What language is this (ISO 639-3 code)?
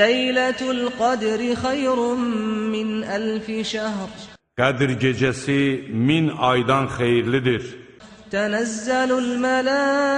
aze